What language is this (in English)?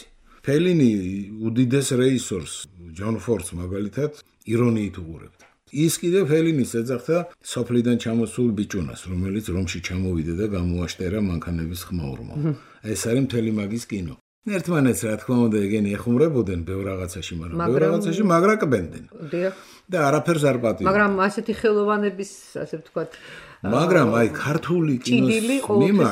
Georgian